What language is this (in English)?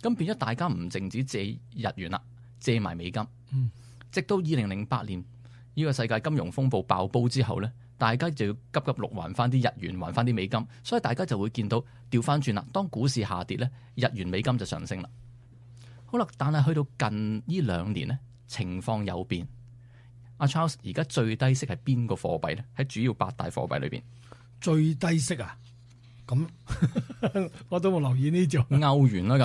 Cantonese